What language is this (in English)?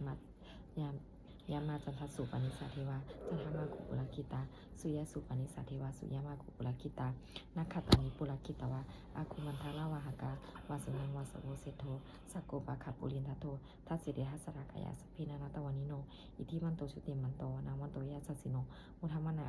Pali